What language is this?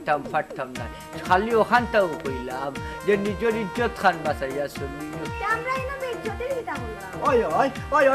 Sylheti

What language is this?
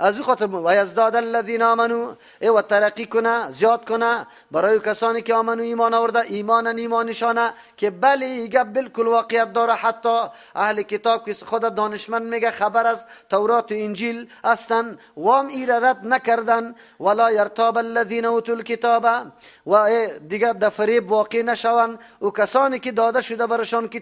Persian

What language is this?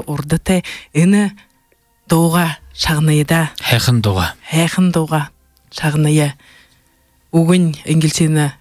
Buriat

